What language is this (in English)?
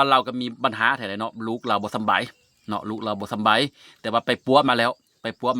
Lao